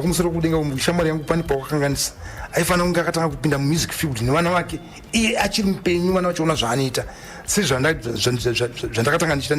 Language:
Shona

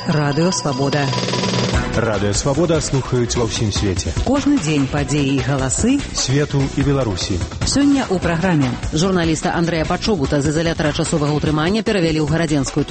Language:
Belarusian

